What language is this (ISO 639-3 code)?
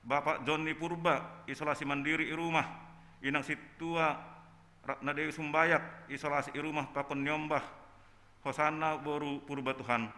bts